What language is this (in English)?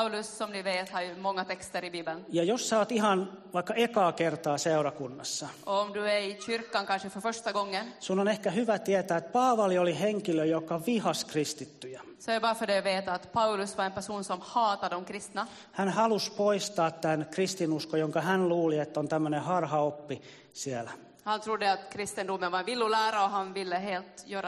Finnish